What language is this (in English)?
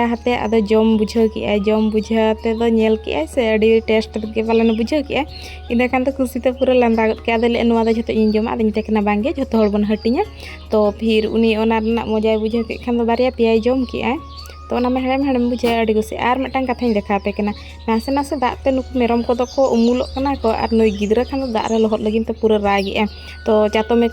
Santali